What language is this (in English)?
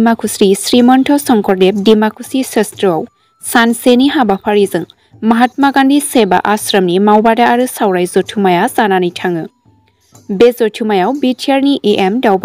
Bodo